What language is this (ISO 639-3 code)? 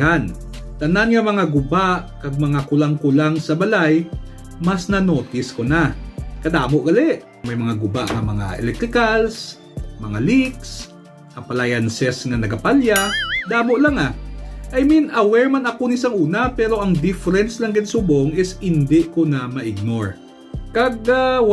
hil